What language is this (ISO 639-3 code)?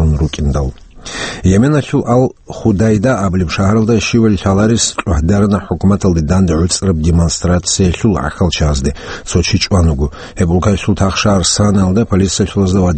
ava